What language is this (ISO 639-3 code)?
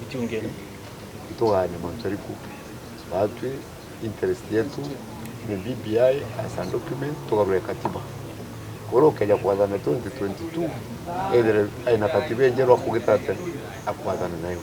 mer